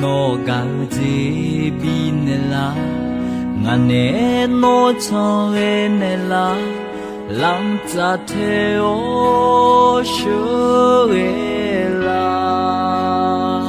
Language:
Akha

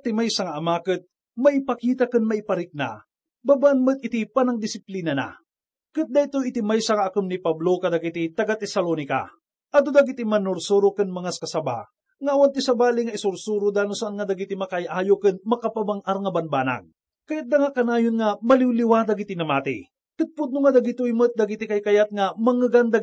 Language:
Iloko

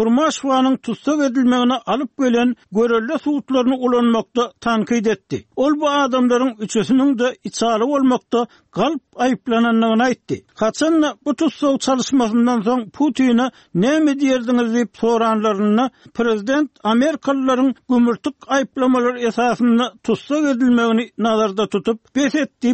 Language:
Turkmen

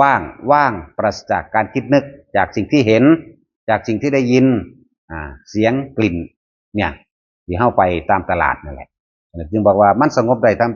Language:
Northeastern Thai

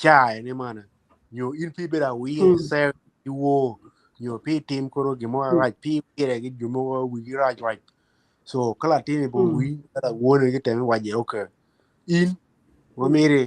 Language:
Acoli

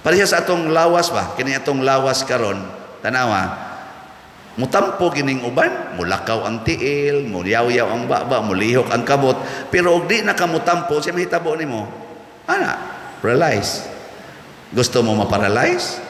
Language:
Cebuano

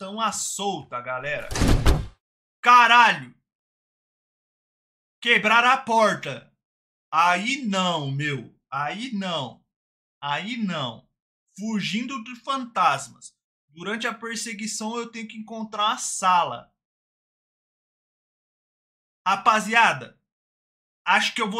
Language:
Portuguese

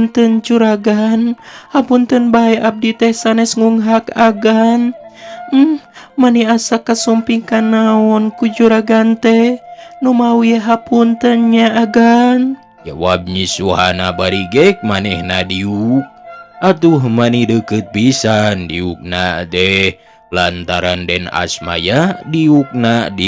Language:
Sundanese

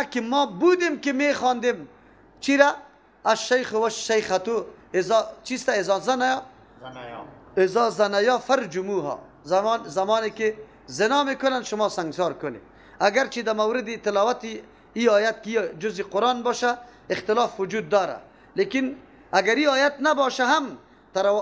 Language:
Persian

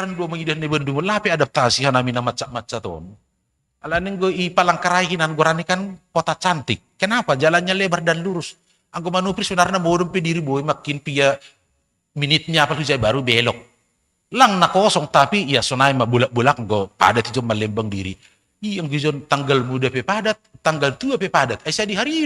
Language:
Batak Simalungun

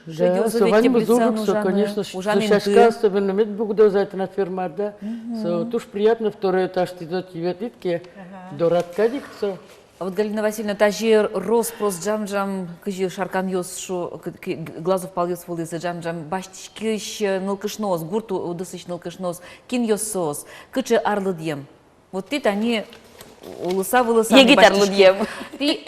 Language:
Udmurt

